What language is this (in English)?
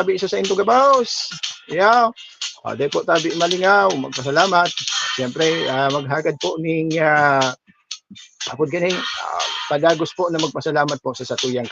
Bikol